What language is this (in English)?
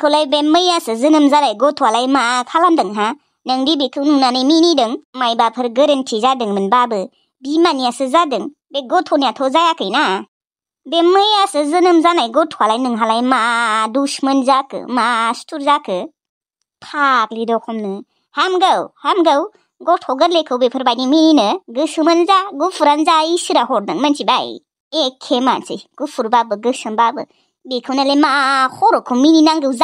Bodo